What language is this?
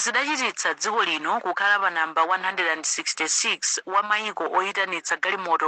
Nyanja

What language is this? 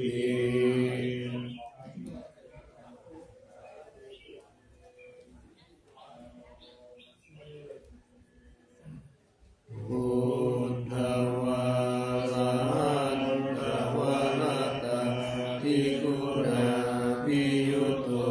Pali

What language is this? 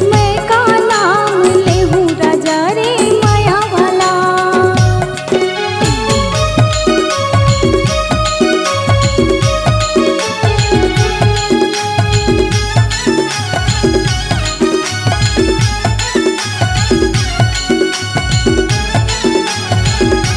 Chhattisgarhi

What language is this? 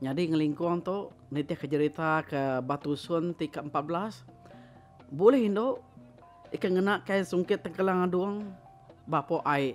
Iban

